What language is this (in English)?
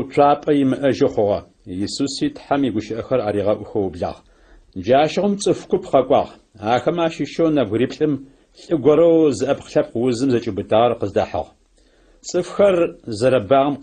Adyghe